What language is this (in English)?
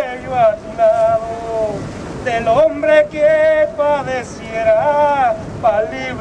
Spanish